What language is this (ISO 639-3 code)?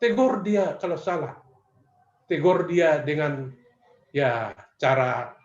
bts